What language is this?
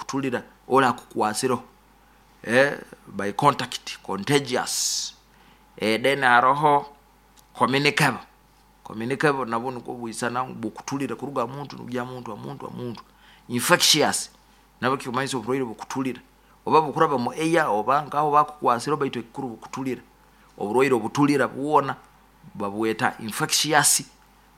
Nyoro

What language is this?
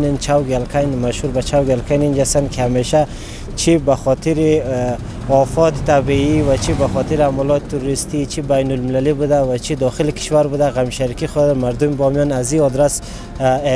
Persian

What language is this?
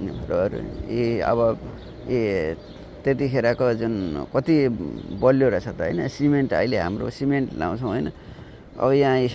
Nepali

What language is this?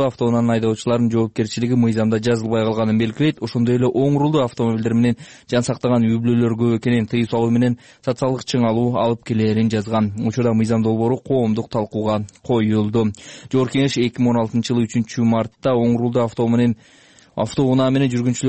Kyrgyz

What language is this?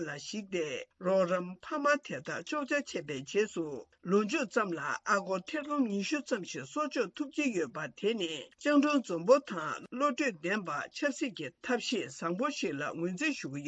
Tibetan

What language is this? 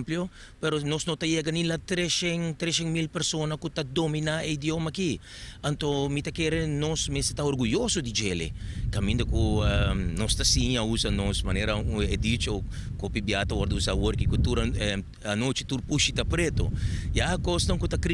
Papiamento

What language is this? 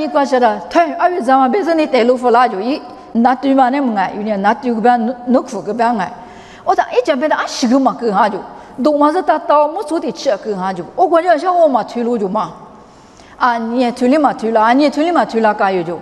Lisu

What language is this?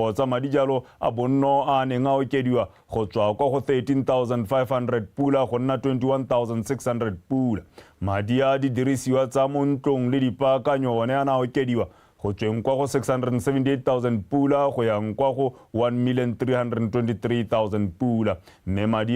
Tswana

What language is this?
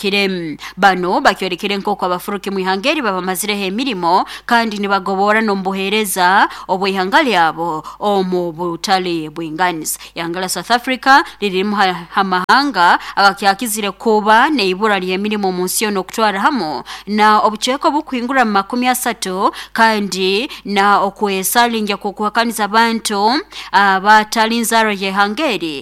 Nyankole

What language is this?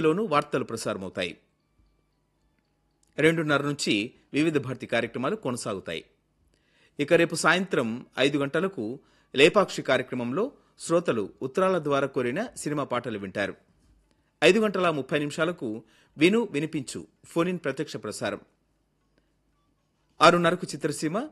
Telugu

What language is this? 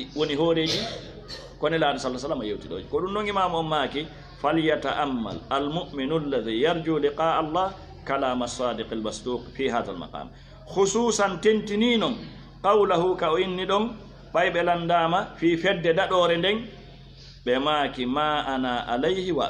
Fula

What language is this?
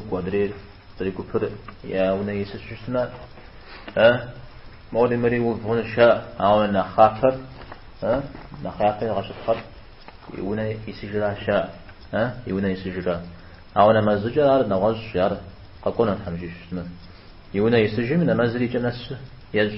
Kabardian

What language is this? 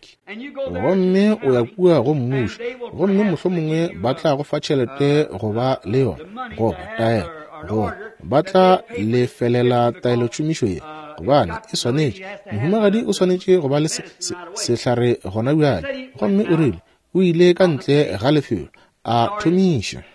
Northern Sotho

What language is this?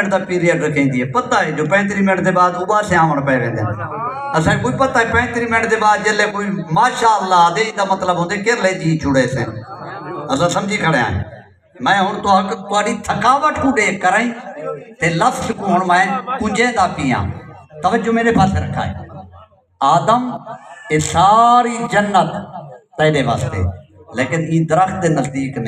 Saraiki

